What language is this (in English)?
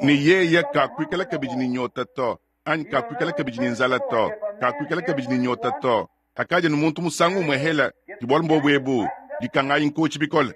Luba-Lulua